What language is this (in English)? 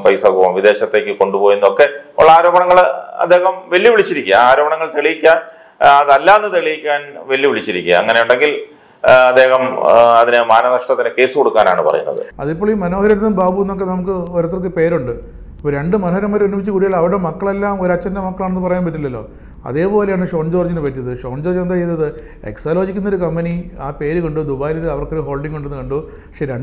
Malayalam